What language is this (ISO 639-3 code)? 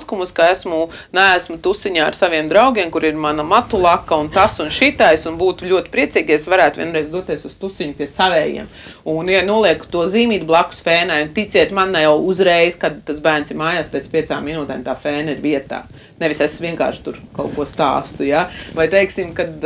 lav